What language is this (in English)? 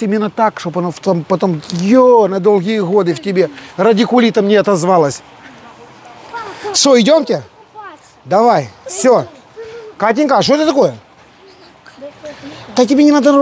Russian